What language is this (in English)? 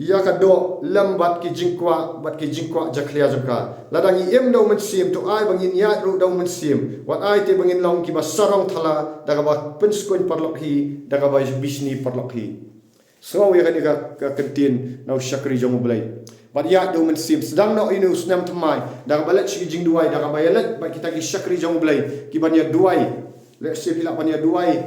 Khasi